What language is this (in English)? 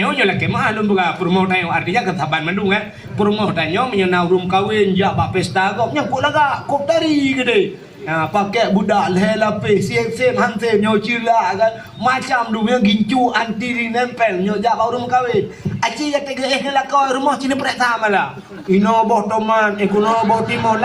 Achinese